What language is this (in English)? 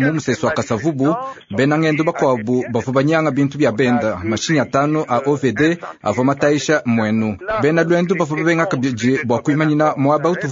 Luba-Lulua